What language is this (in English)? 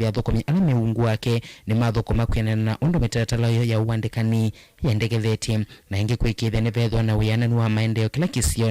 Kamba